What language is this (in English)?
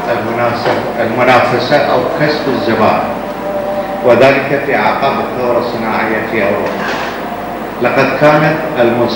Arabic